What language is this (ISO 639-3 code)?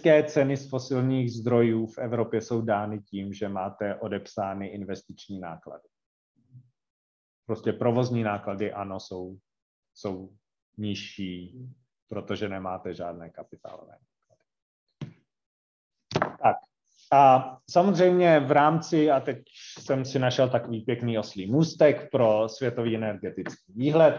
ces